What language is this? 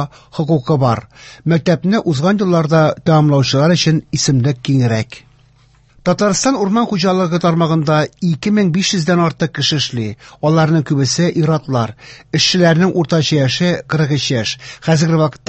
Tatar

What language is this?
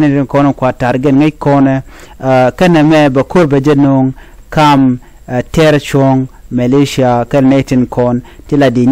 Nuer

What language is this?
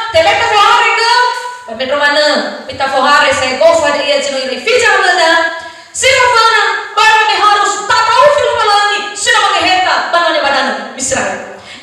Nias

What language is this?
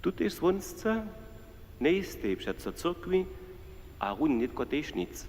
Upper Sorbian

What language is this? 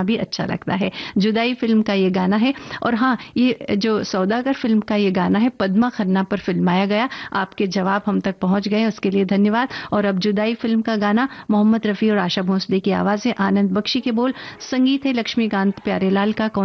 Hindi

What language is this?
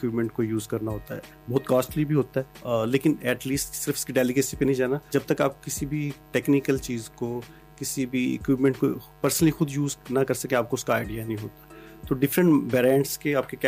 Urdu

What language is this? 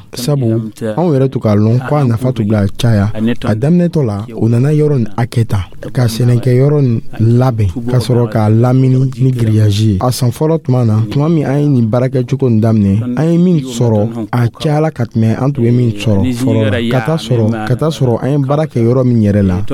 Dyula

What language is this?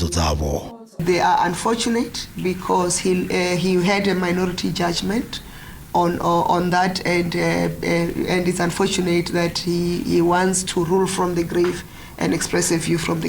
Venda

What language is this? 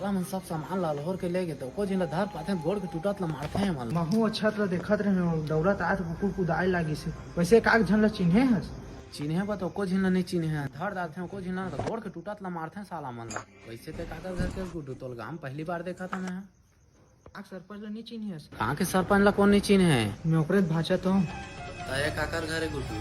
Chhattisgarhi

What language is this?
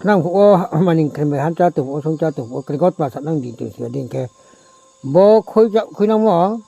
Riang (India)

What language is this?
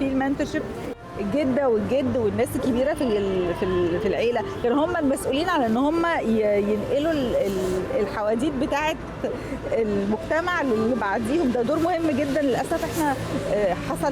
Egyptian Arabic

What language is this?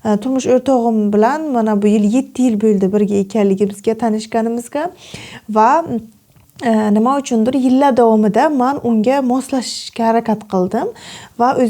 Uzbek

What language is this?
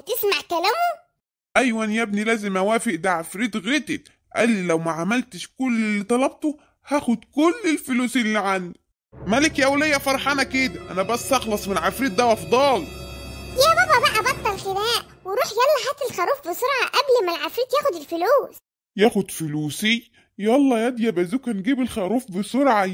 Egyptian Arabic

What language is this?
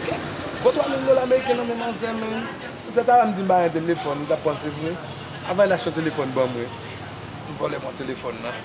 Haitian Creole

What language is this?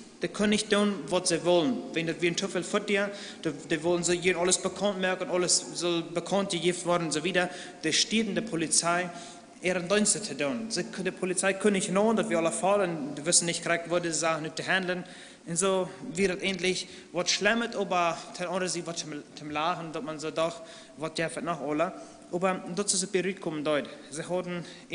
Plautdietsch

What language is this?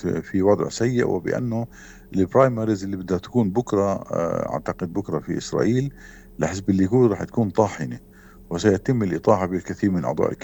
North Levantine Arabic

